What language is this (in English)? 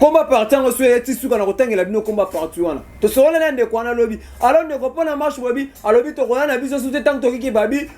Lingala